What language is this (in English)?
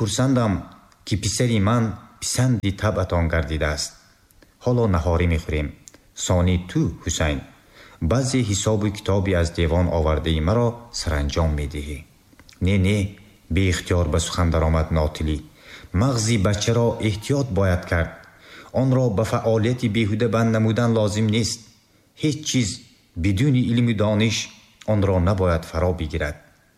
Tajik